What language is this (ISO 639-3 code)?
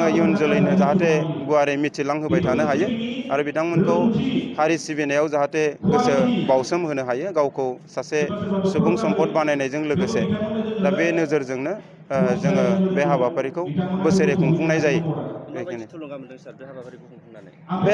brx